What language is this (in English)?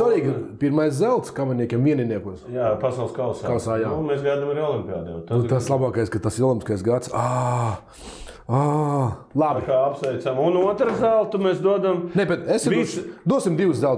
Latvian